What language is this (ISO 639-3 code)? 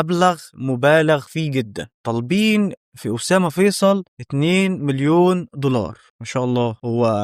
arz